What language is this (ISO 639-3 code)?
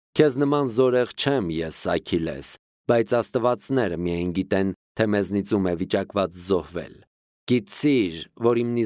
hye